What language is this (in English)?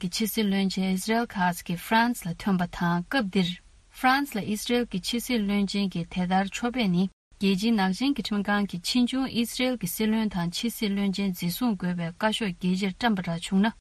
Tibetan